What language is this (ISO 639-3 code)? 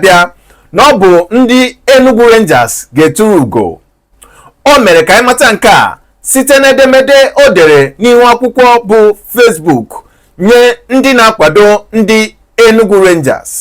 ibo